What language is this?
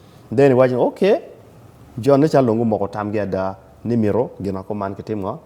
Acoli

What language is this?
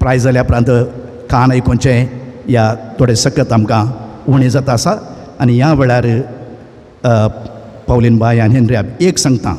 Konkani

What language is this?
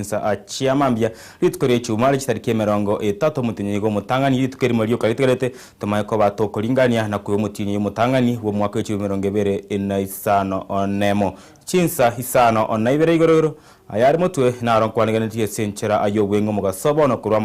Gusii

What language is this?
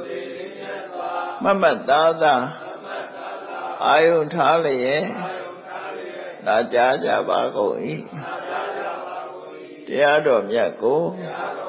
Burmese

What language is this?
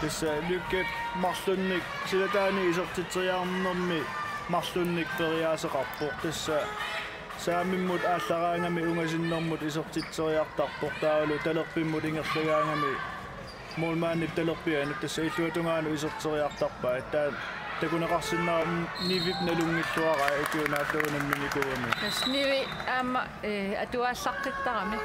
Kalaallisut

